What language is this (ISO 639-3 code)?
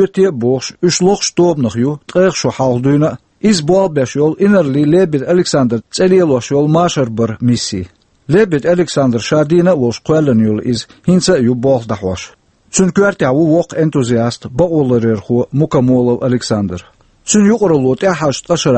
che